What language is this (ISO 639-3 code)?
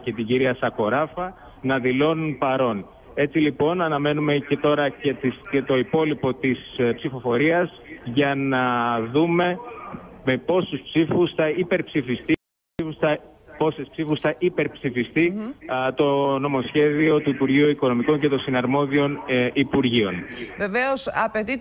ell